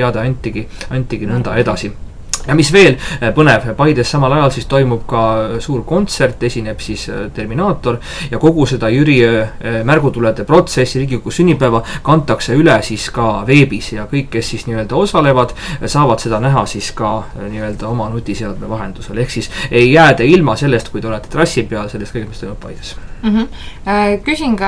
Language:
Estonian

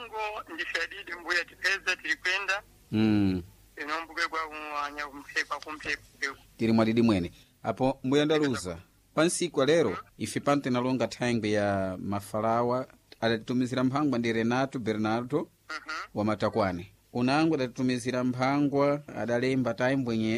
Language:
Sena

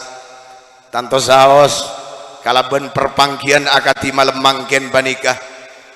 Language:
Madurese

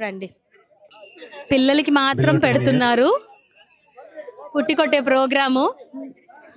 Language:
Telugu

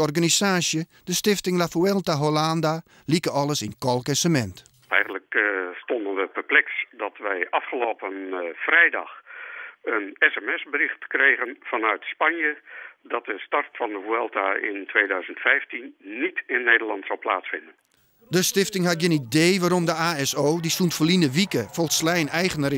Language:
Western Frisian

